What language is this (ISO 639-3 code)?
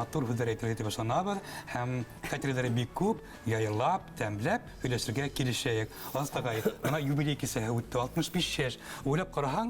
bak